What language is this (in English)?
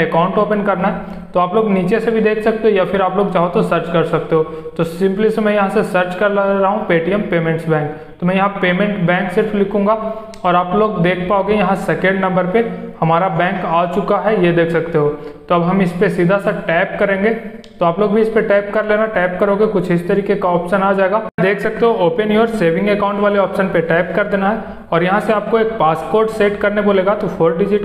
Hindi